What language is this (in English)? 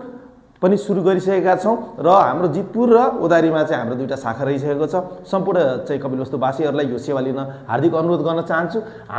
Nepali